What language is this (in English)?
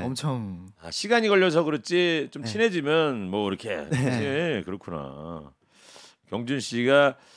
Korean